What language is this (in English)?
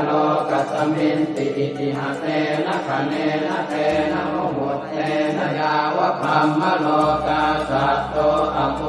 Pali